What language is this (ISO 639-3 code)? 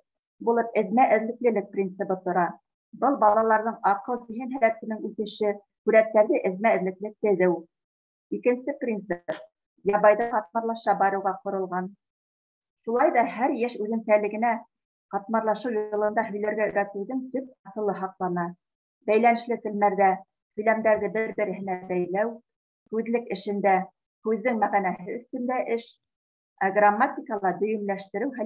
bak